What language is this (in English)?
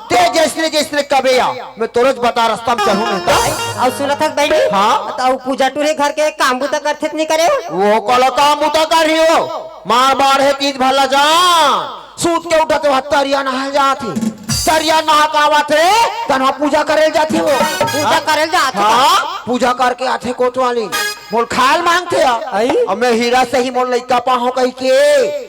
Chhattisgarhi